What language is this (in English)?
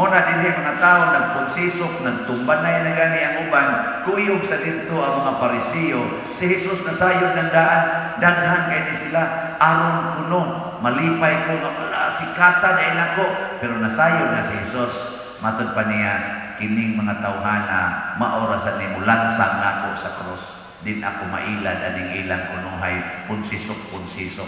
Cebuano